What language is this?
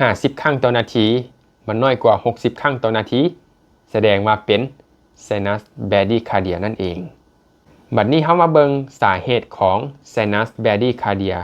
Lao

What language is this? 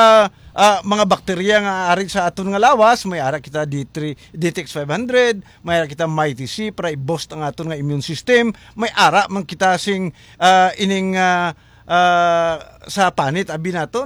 Hiligaynon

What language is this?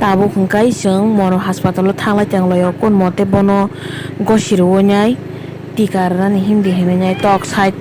Kok Borok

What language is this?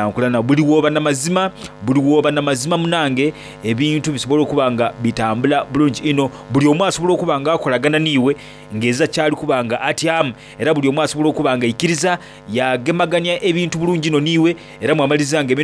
Soga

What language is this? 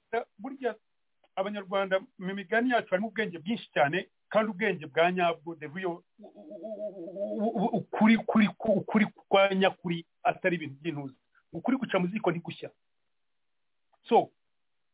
Kinyarwanda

